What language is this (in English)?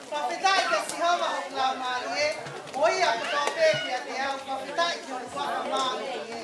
Tongan